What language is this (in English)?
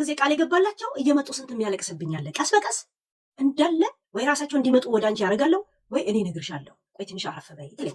Amharic